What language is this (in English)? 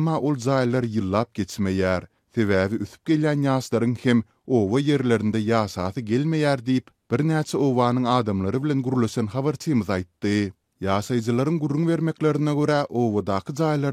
Turkmen